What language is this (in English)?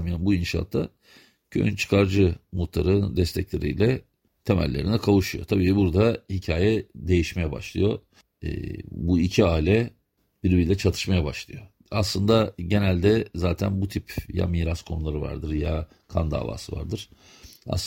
Turkish